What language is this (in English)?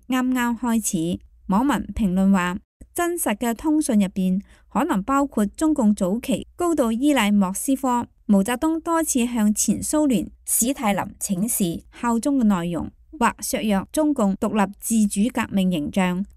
Cantonese